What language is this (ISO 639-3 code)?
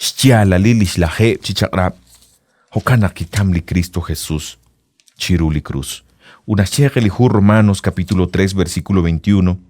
kek